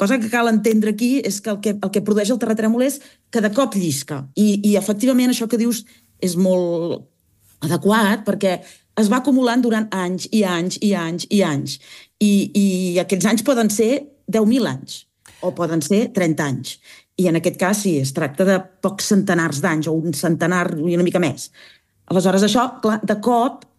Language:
Catalan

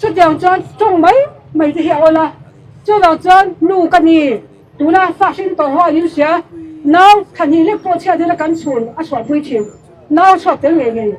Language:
Mizo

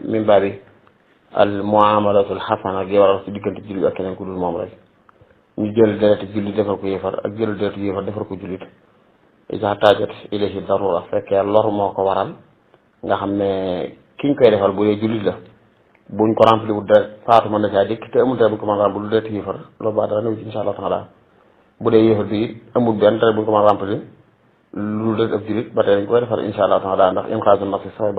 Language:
Wolof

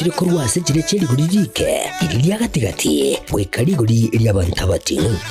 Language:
Gusii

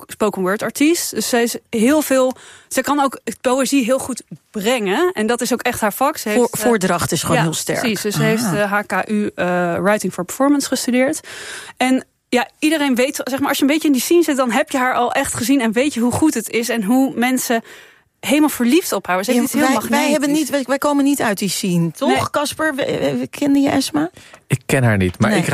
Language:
Dutch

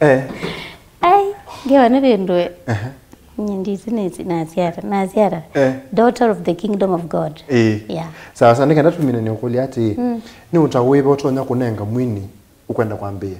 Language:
Kamba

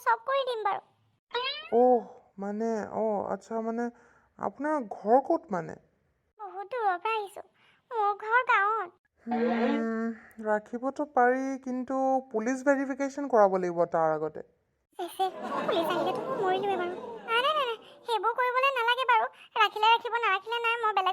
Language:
Assamese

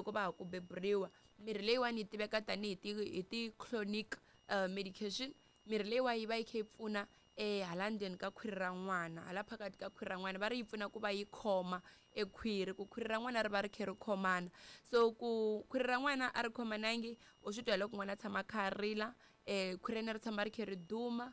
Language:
Tsonga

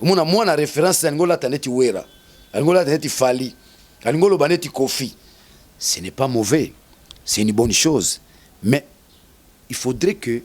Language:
Lingala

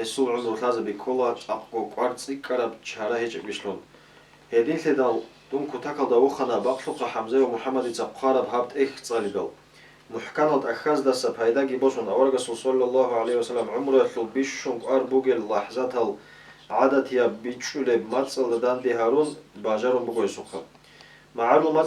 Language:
Avaric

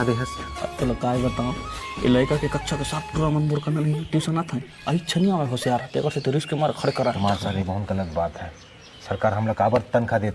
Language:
Chhattisgarhi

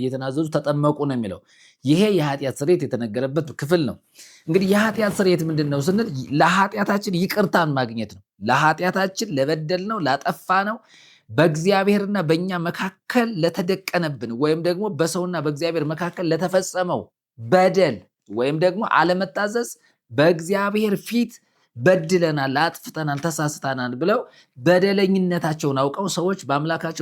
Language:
Amharic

